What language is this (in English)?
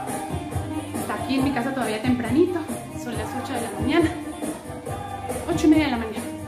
Spanish